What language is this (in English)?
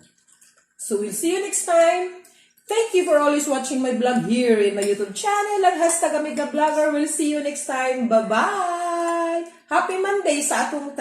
Cebuano